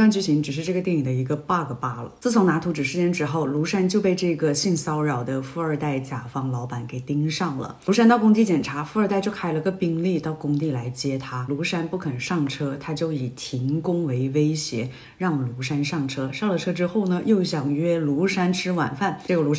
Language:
Chinese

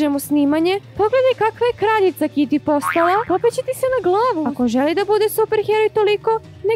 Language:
Serbian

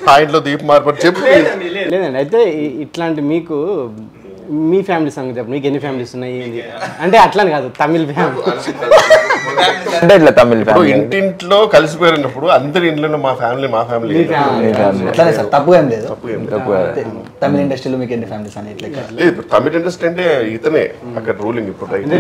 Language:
Telugu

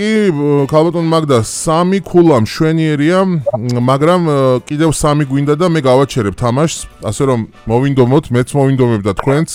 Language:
Georgian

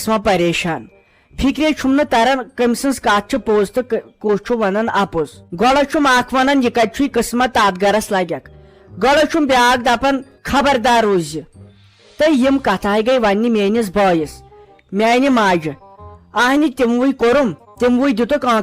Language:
Kashmiri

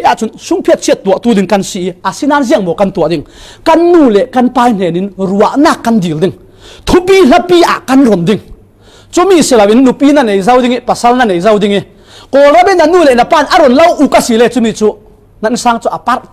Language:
Falam Chin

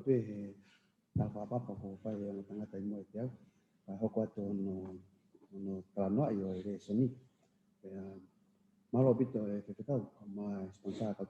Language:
Tongan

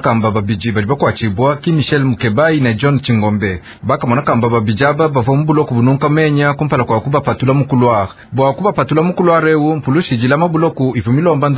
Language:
Luba-Lulua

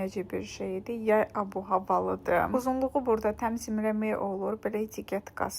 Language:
Azerbaijani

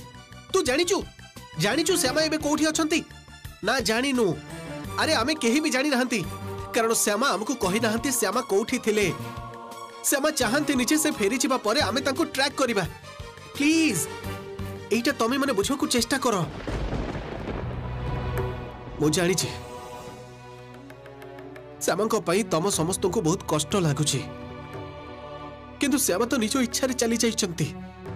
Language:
Odia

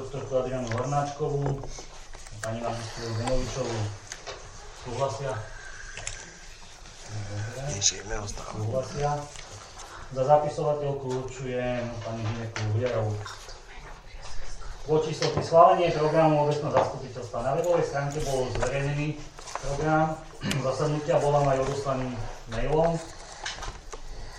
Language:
Slovak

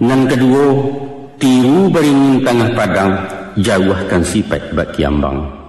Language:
Minangkabau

